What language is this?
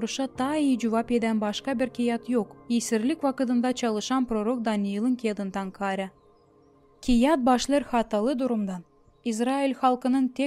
Gagauz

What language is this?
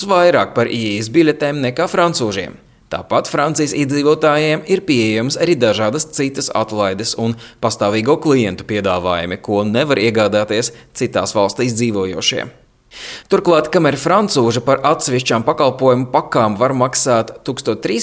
Latvian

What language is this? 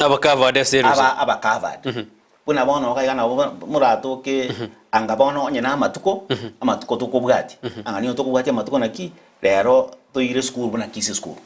Gusii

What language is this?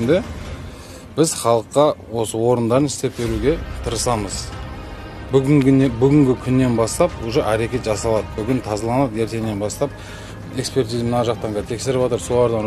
Kazakh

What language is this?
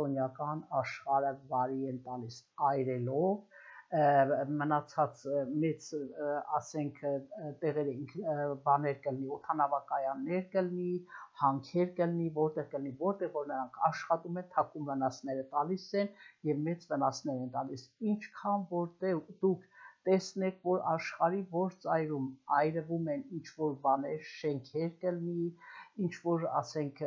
Armenian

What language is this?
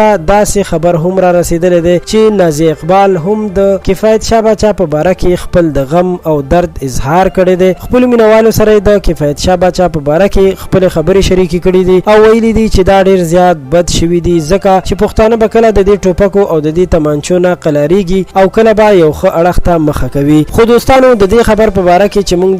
Pashto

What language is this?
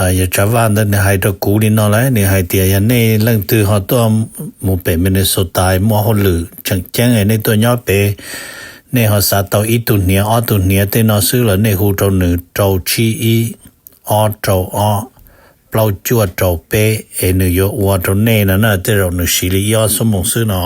Hmong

